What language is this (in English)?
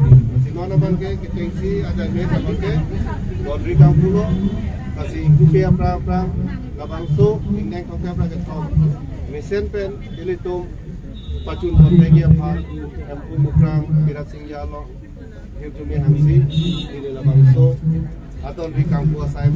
Karbi